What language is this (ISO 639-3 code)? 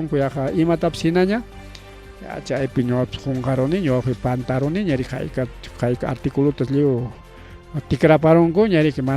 quy